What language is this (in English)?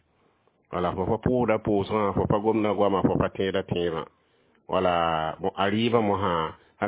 Mossi